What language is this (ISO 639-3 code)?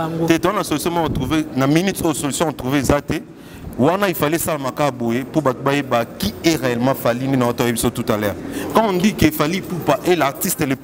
lin